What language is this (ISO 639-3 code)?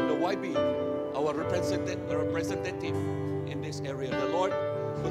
iba